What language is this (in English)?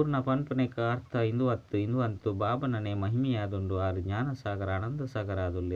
Tulu